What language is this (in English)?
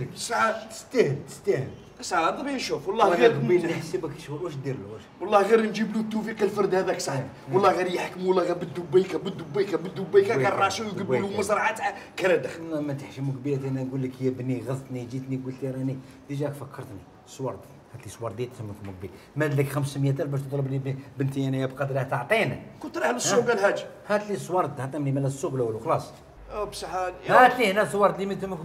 Algerian Arabic